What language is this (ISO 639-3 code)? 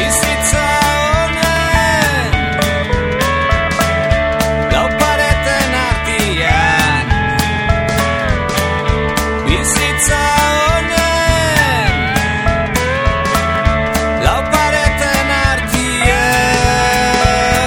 eus